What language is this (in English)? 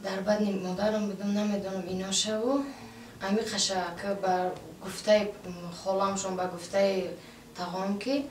Tajik